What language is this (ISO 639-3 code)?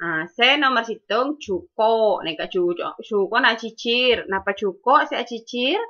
mad